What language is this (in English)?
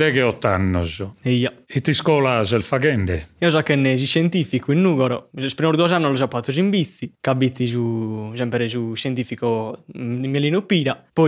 Sardinian